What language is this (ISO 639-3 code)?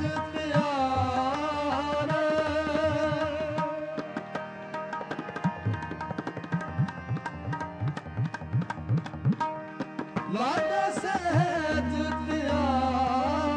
pan